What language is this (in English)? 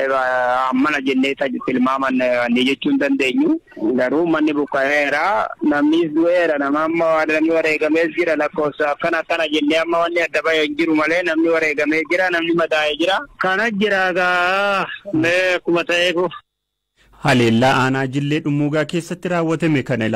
Oromo